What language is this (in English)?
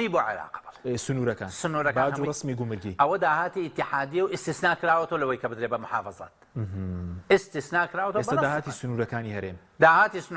Central Kurdish